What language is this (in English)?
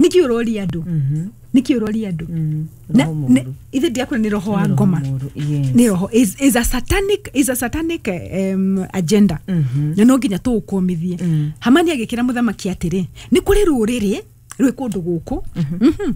Kikuyu